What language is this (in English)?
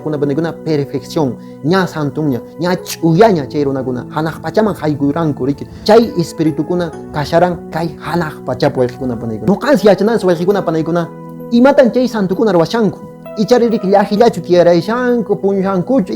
Quechua